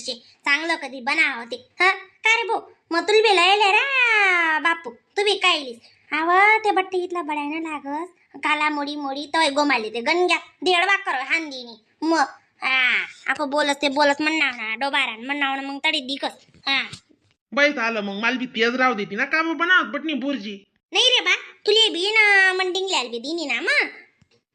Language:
Khandesi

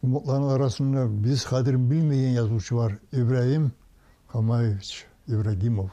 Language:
Kumyk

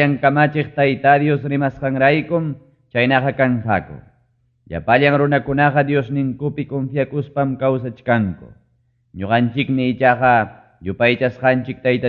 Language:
Ayacucho Quechua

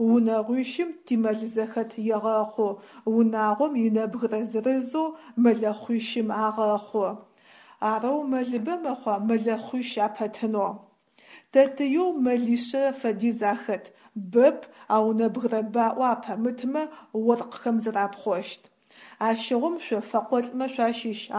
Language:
Adyghe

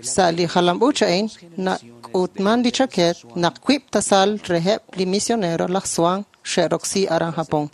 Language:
Kekchí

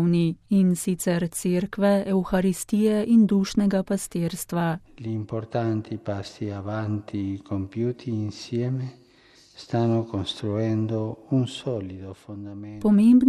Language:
Slovenian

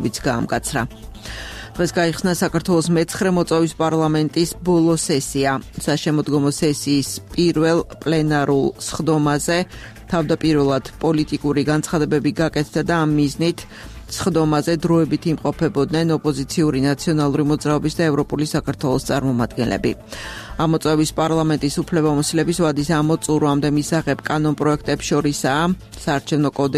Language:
Georgian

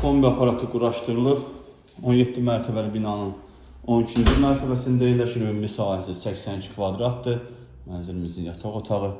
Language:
Azerbaijani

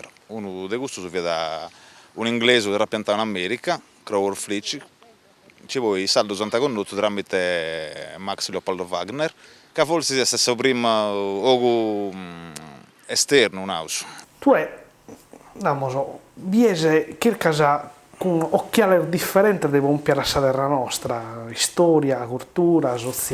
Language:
Sardinian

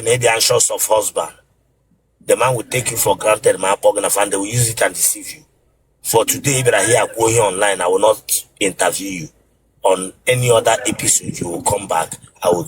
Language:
Igbo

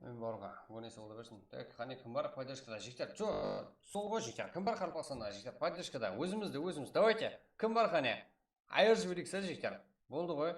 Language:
Kara-Kalpak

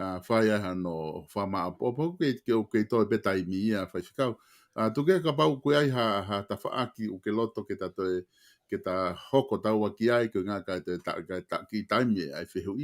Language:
Tongan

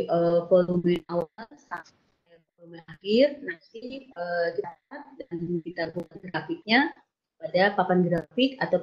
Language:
Indonesian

